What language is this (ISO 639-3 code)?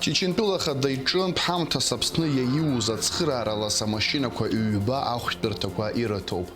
abk